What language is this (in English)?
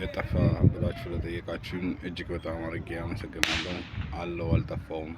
Amharic